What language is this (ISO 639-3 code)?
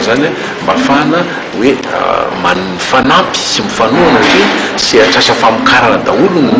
mlg